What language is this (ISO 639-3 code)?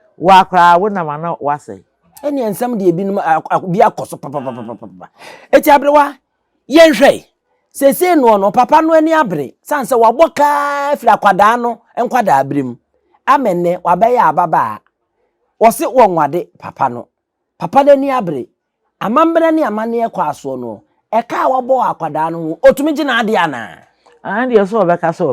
aka